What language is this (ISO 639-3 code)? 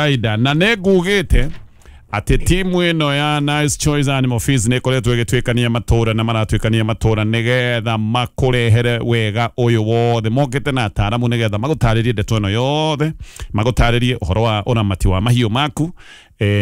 kik